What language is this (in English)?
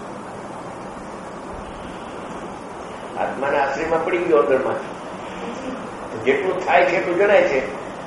Gujarati